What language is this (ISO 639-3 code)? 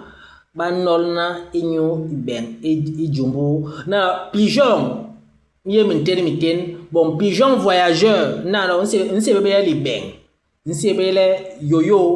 bas